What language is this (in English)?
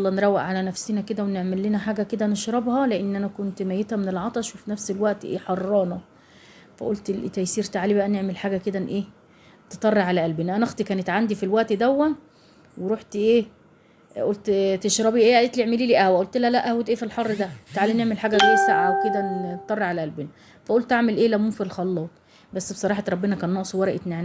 Egyptian Arabic